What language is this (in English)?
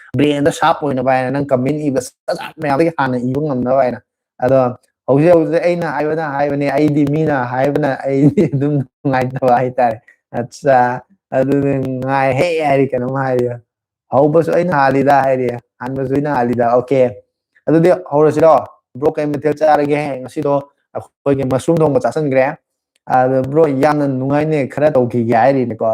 Manipuri